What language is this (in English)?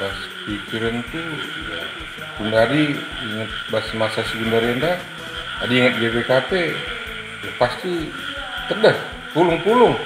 Batak Karo